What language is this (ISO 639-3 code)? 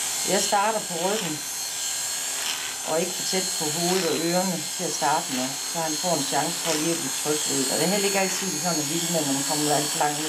dan